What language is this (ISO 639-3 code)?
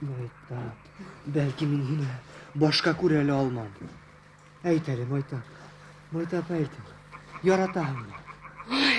bak